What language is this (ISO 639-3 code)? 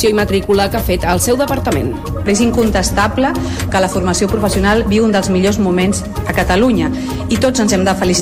cat